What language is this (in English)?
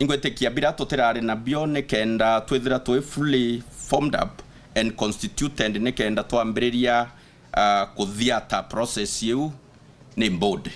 Meru